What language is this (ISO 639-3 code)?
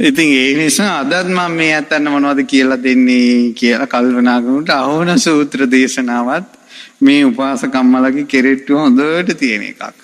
sin